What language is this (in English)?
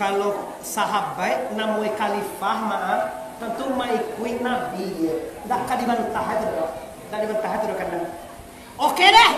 Minangkabau